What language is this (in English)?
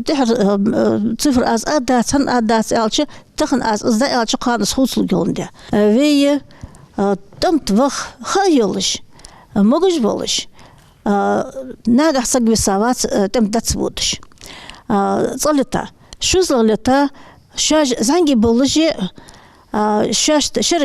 Ingush